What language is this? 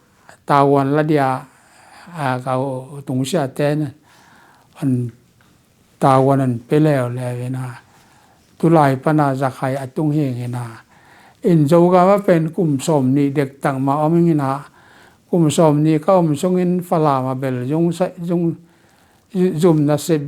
Tedim Chin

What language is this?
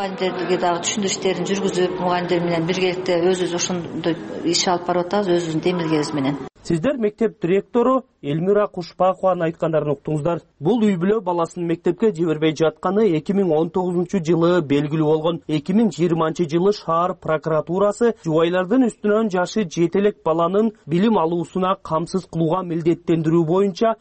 Kyrgyz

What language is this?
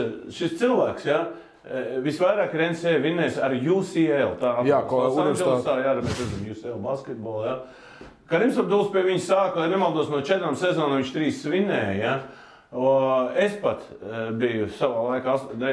Latvian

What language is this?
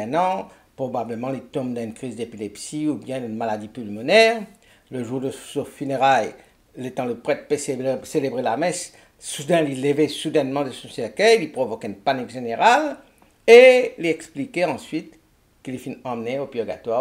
Morisyen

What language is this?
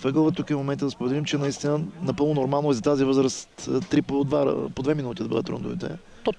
Bulgarian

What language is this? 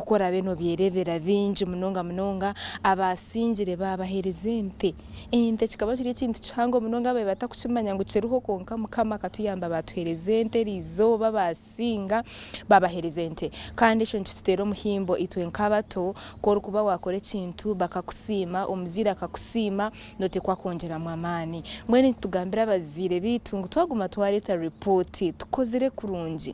Nyankole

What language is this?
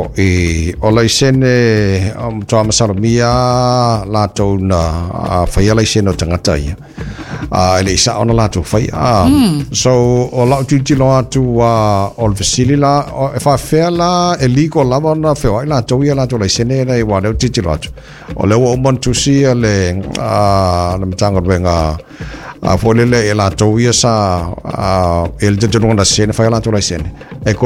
Samoan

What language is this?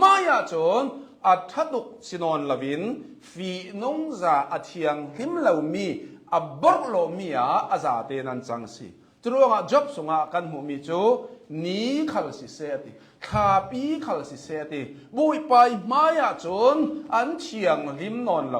Hakha Chin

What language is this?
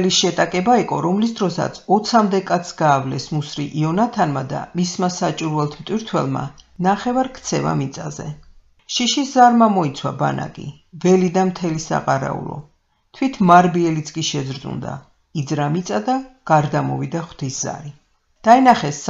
Georgian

